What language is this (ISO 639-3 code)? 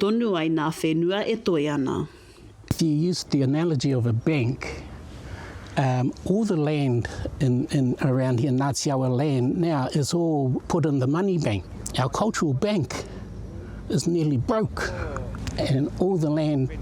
mri